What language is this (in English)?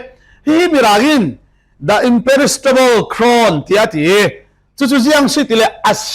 Falam Chin